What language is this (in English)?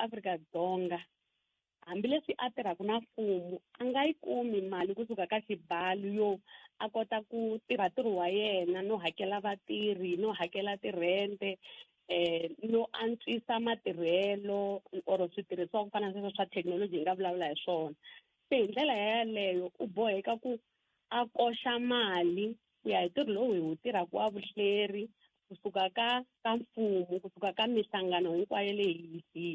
Tsonga